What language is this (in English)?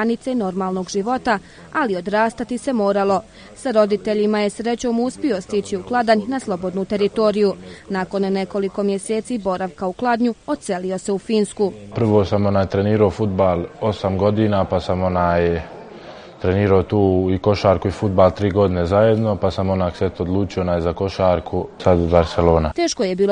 Bosnian